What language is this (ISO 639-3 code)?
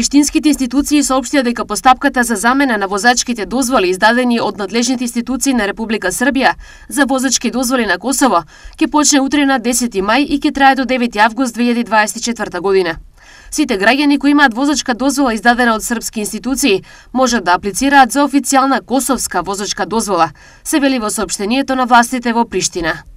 mkd